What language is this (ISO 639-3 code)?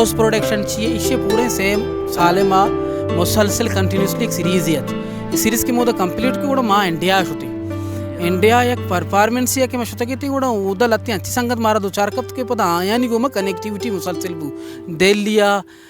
bal